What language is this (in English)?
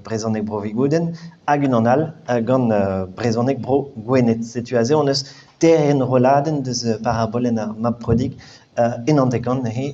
Breton